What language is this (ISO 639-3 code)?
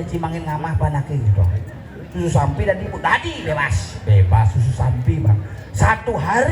ban